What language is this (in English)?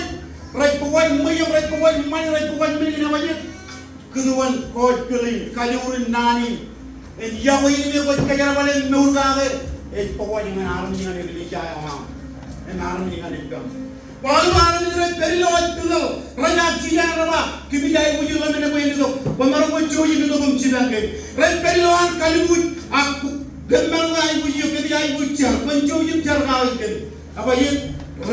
Marshallese